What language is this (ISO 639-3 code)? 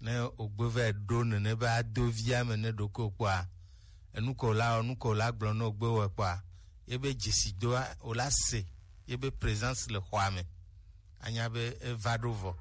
gej